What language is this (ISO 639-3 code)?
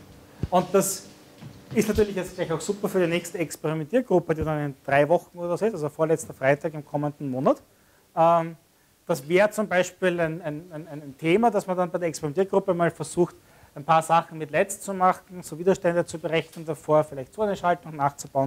deu